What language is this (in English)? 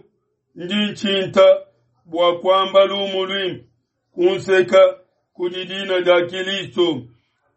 Luba-Lulua